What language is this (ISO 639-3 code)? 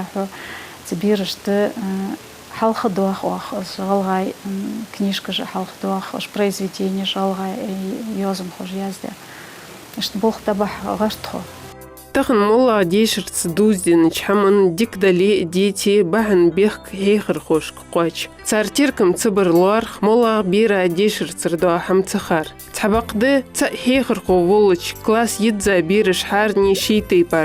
inh